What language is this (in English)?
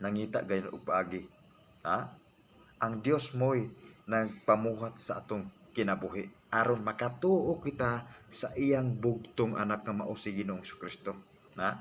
Cebuano